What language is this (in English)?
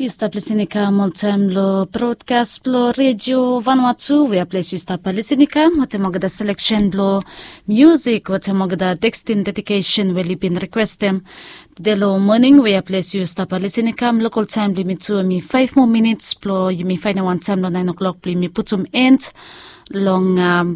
Bislama